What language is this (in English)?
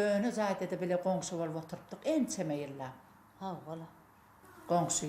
Turkmen